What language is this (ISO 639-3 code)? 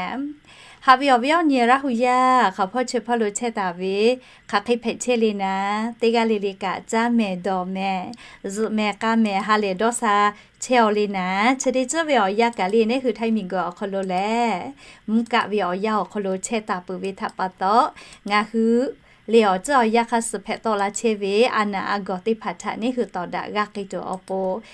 lhu